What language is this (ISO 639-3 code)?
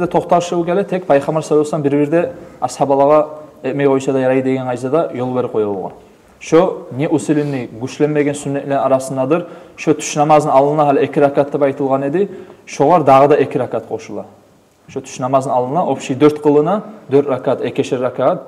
kum